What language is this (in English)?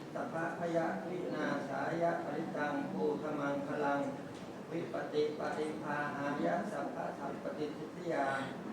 Pali